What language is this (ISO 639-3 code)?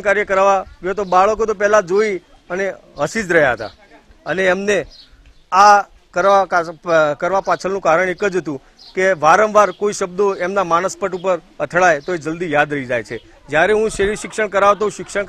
guj